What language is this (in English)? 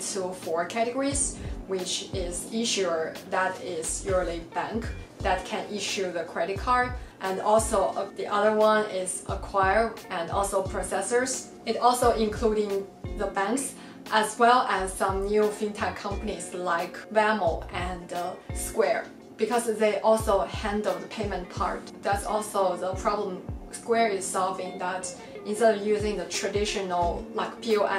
English